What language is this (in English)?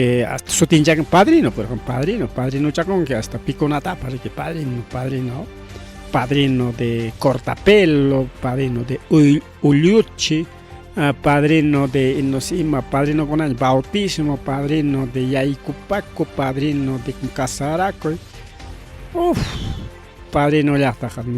Ayacucho Quechua